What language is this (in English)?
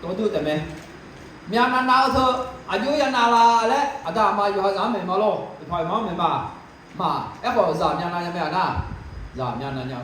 Akha